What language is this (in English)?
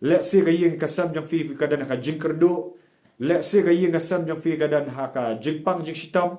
Khasi